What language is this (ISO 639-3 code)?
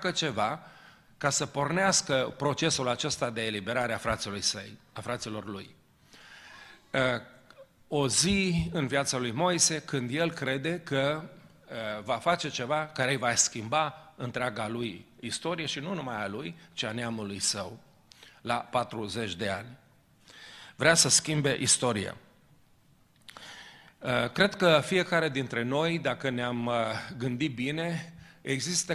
ron